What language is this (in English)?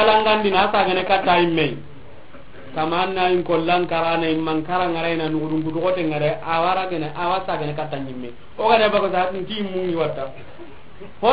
Soninke